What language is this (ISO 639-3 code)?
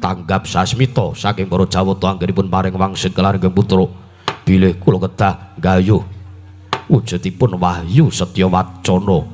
jav